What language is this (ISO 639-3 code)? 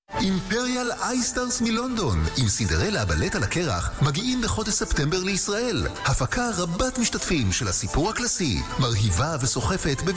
heb